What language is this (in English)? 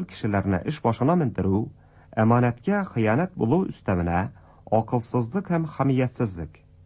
Tatar